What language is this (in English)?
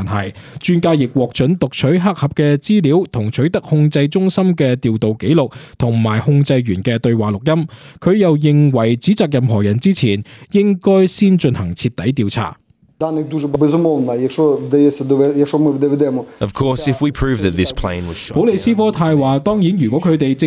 Cantonese